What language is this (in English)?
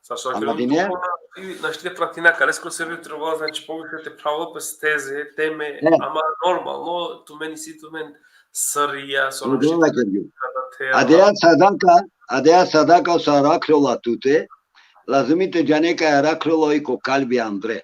Balkan Romani